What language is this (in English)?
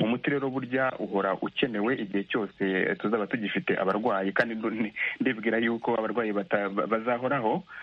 Kinyarwanda